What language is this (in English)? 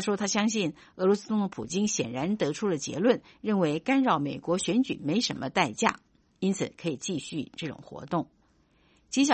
Chinese